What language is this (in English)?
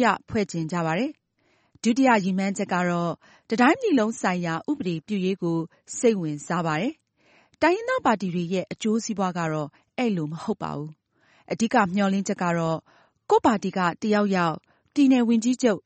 Burmese